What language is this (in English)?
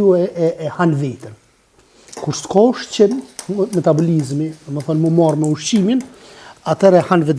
Albanian